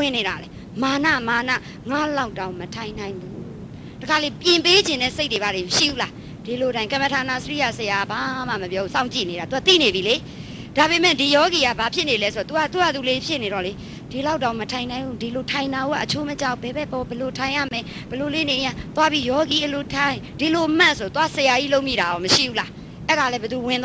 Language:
Burmese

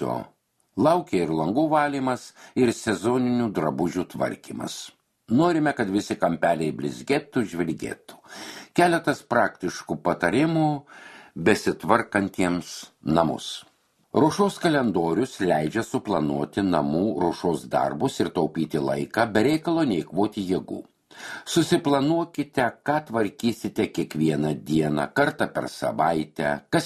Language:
Lithuanian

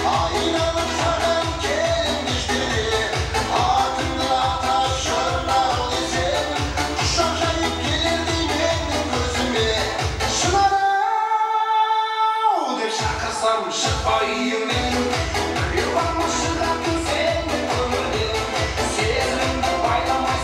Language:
Kara-Kalpak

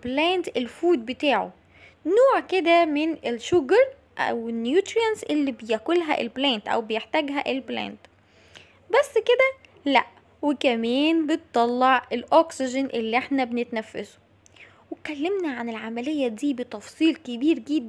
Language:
Egyptian Arabic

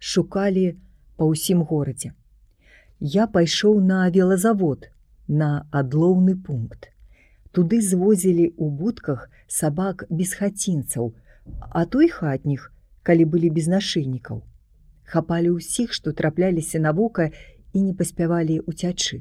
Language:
Belarusian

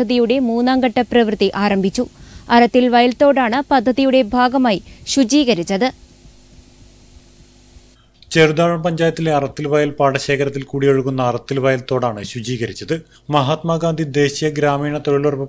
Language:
Malayalam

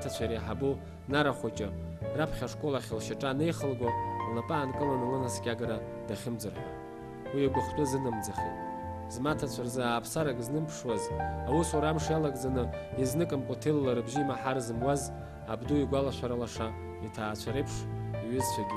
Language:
Abkhazian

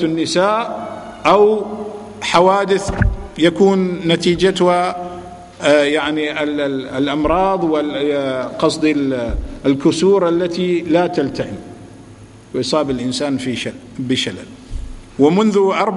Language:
Arabic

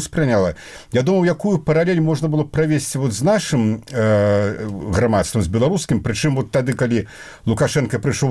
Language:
Belarusian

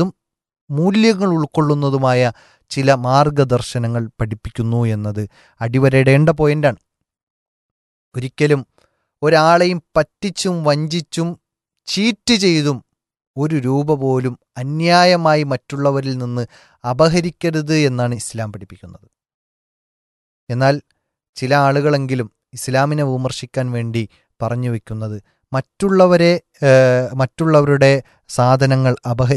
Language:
Malayalam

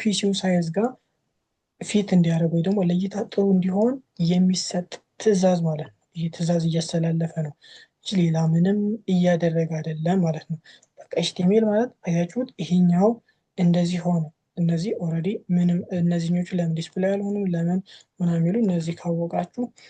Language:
Amharic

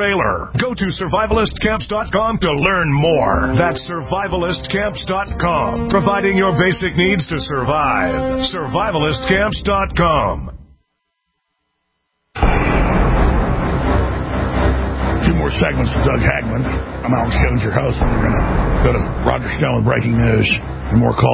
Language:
English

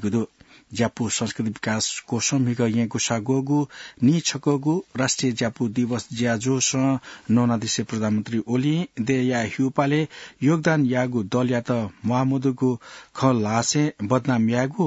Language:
Newari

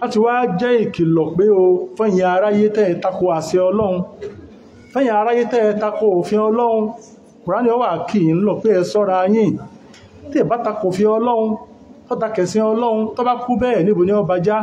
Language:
Yoruba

